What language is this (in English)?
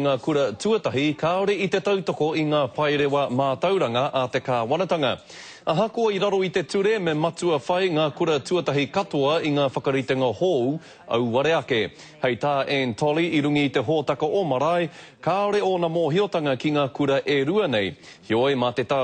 Māori